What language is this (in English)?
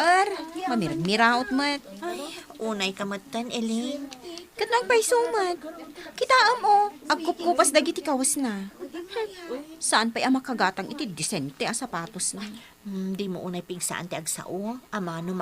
Iloko